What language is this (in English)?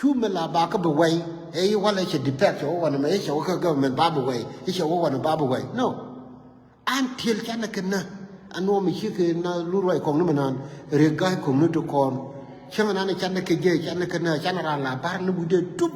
Nuer